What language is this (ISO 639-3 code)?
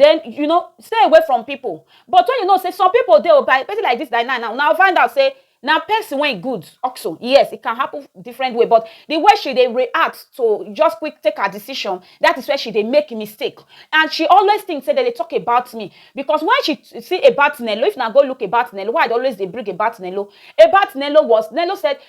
pcm